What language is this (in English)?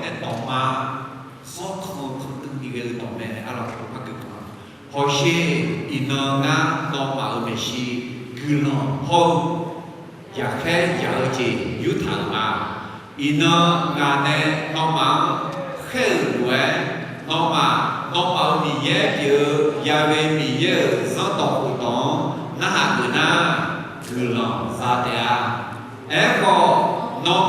Akha